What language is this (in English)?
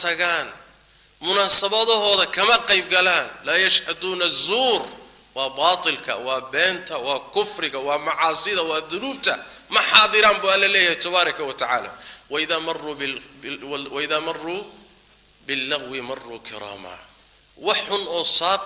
Somali